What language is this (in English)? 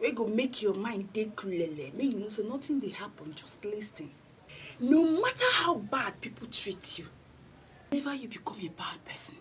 Nigerian Pidgin